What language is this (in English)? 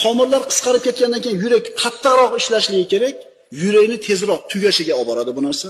Uzbek